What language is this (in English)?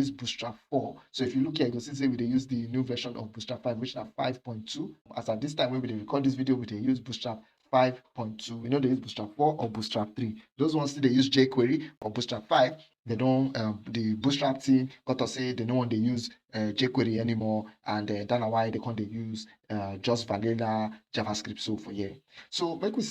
Nigerian Pidgin